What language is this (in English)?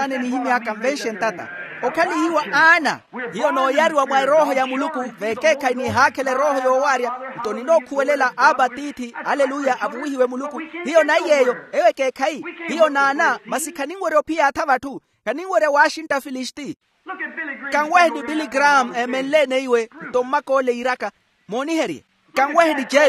Makhuwa